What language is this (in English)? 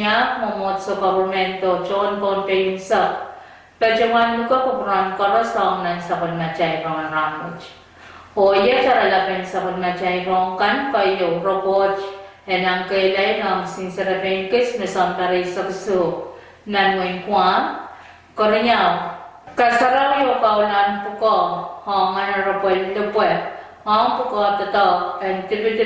Pohnpeian